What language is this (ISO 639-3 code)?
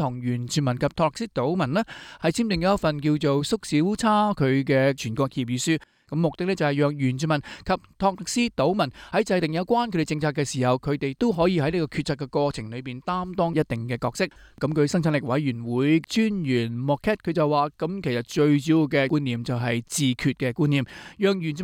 yue